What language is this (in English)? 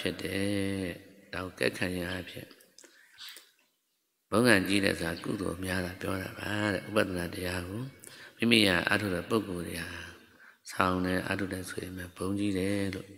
Burmese